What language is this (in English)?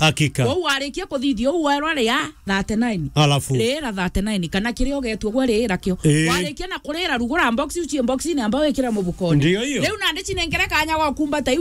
Meru